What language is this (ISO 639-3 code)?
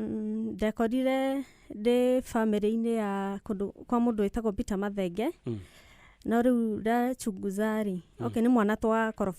kik